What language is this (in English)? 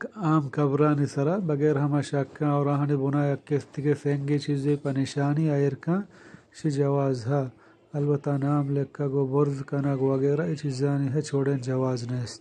Eastern Balochi